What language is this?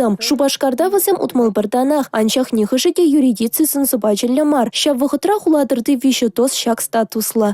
Chuvash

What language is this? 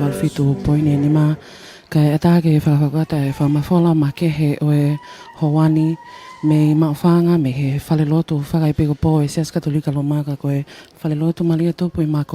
Tongan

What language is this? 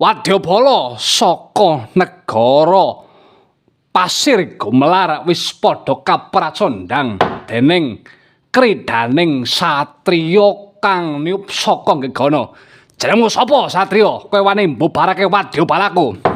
Javanese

